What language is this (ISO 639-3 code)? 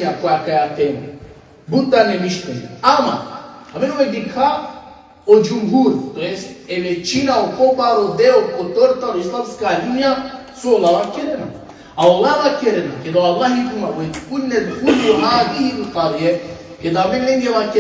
rmn